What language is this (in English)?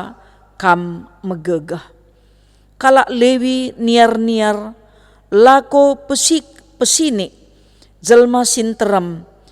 Batak Karo